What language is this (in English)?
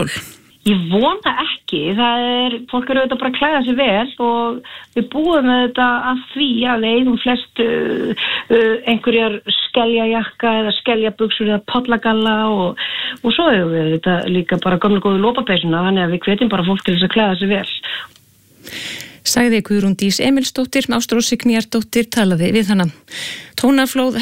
Icelandic